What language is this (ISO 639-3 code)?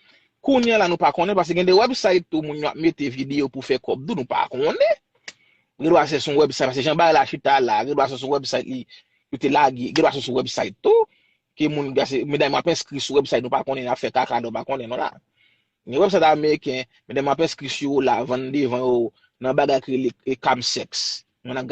hat